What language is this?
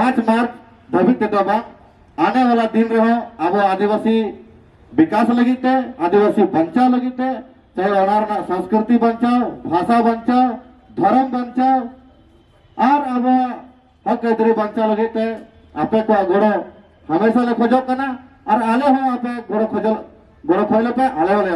Santali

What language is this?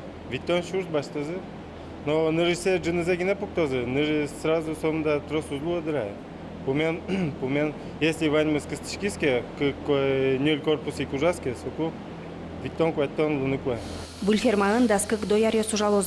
Udmurt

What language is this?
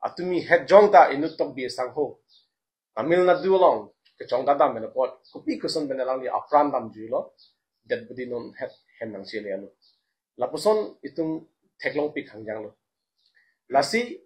Karbi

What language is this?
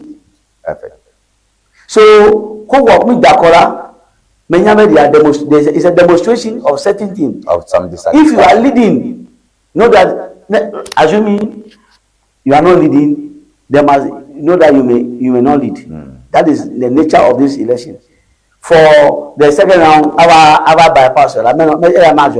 Ewe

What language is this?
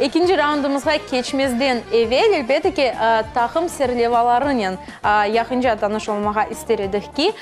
Crimean Tatar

